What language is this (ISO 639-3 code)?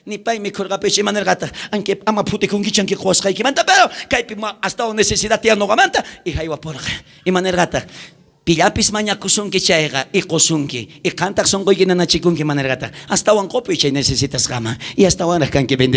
quh